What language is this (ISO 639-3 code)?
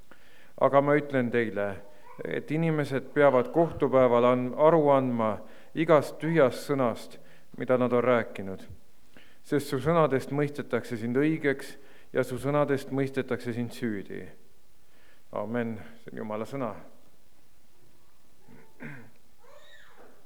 est